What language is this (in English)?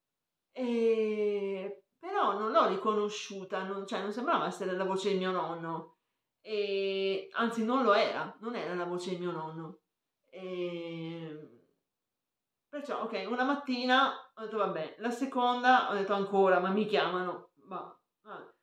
Italian